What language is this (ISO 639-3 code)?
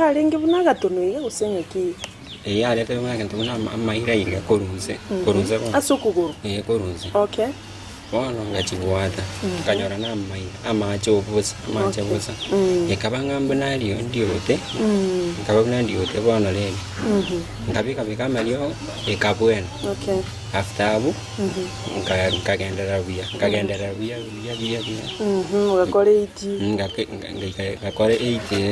guz